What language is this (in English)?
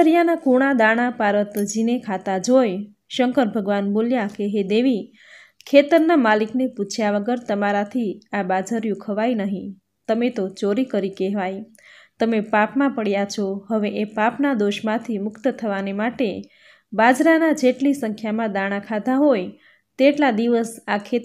Gujarati